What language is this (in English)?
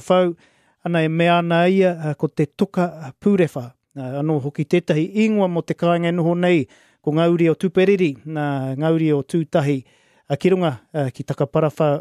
Māori